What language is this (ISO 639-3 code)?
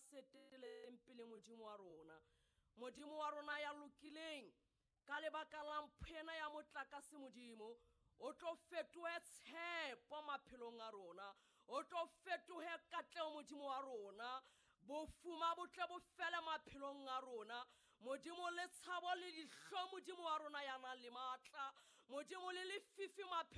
sot